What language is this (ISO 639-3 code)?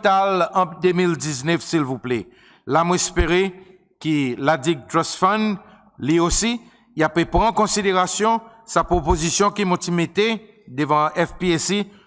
crs